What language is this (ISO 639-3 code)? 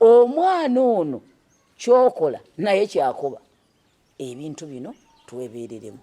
lug